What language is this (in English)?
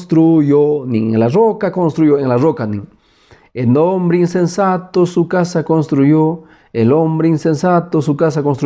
Quechua